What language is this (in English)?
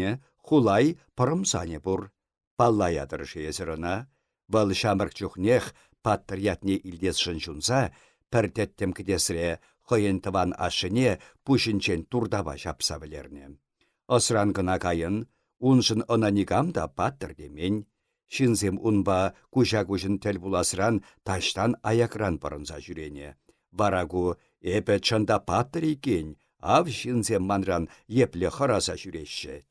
Chuvash